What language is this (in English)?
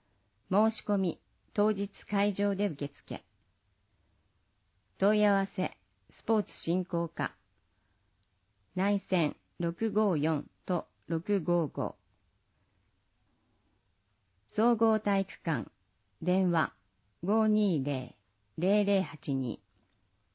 Japanese